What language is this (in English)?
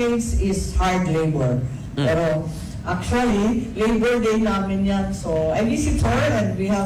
Filipino